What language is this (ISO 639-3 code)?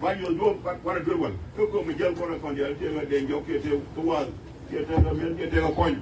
nus